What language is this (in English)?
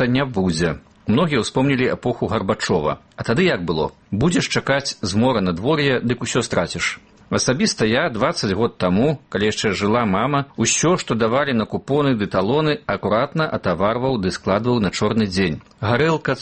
Belarusian